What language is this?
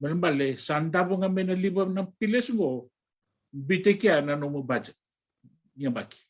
Fijian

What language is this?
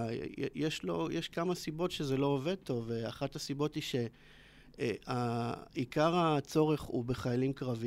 Hebrew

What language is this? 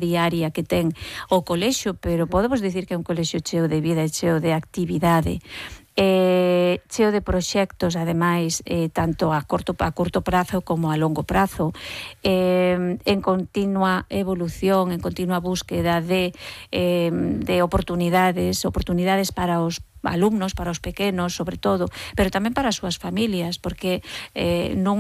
Galician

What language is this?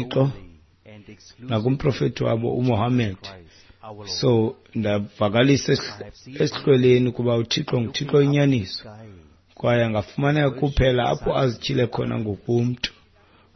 Xhosa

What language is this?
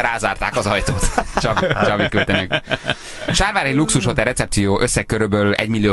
Hungarian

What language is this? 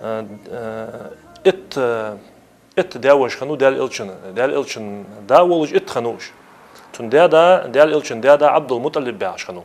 Ingush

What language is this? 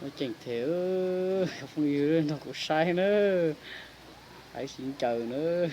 Hmong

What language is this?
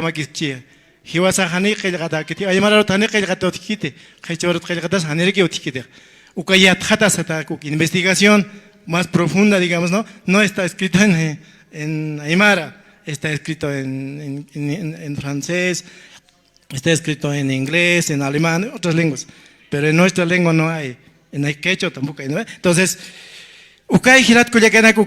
Aymara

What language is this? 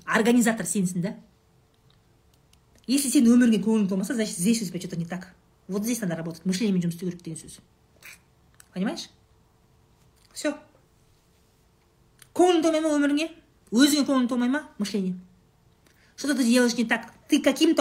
Kazakh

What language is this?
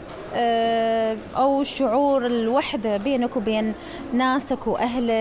Mesopotamian Arabic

